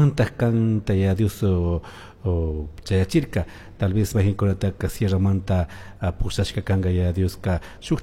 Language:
Chimborazo Highland Quichua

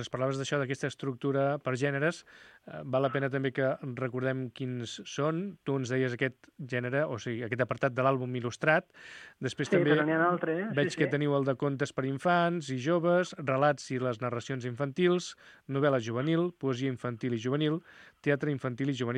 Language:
Catalan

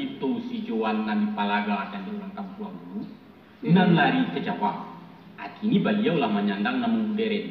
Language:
Minangkabau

